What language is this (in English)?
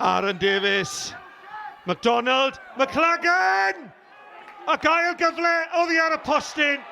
Welsh